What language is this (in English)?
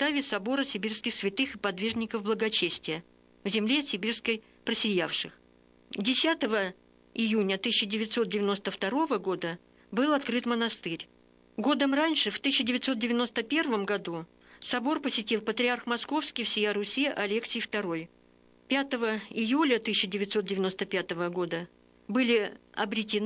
Russian